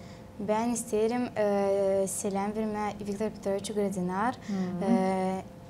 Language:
Gagauz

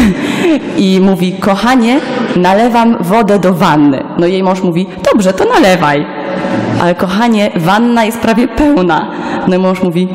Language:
Polish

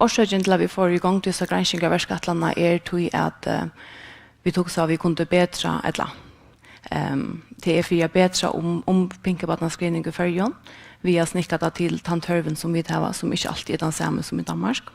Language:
Faroese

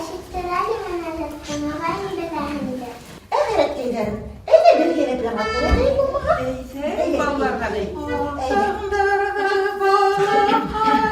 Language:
Bashkir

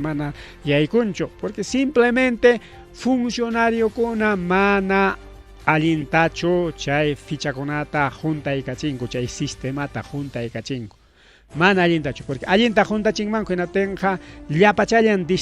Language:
Ayacucho Quechua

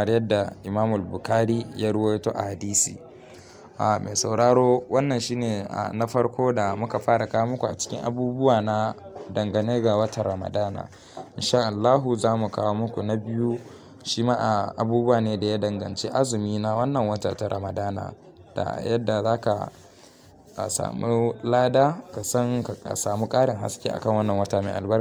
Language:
Hausa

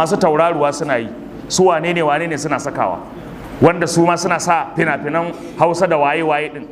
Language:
Hausa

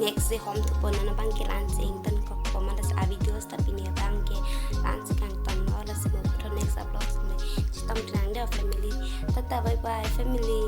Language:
Karbi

